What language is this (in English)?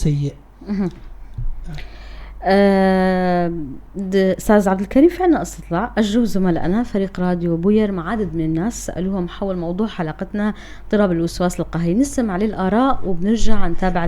North Levantine Arabic